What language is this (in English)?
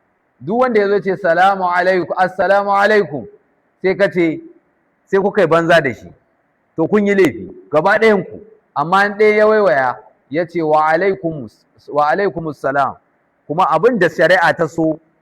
Hausa